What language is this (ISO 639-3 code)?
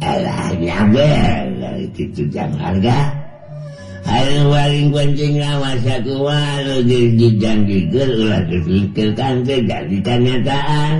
sun